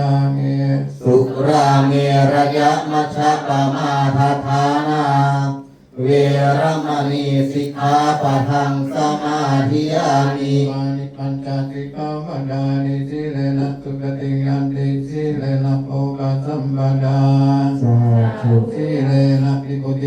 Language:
Pali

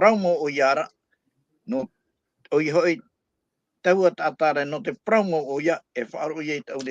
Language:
Tahitian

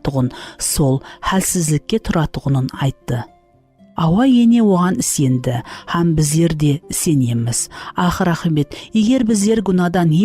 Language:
Kara-Kalpak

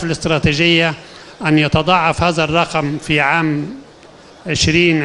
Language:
Egyptian Arabic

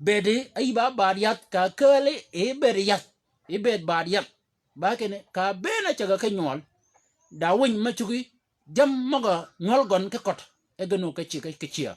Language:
Shilluk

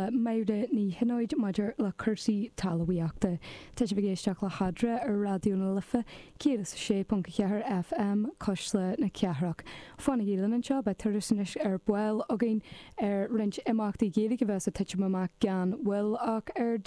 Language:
Irish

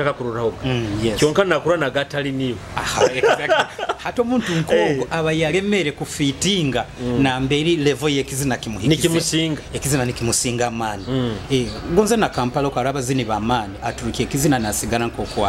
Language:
Nyoro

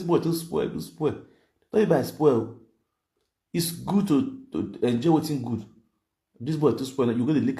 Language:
Nigerian Pidgin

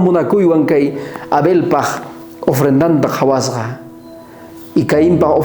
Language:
South Bolivian Quechua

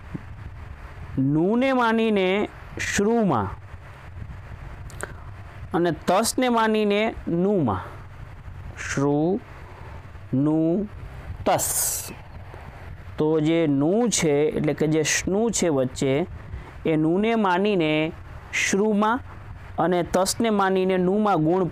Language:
Gujarati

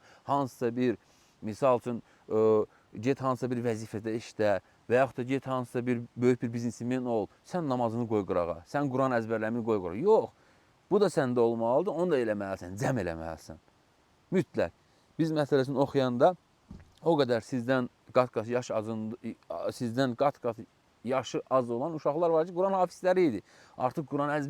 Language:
Azerbaijani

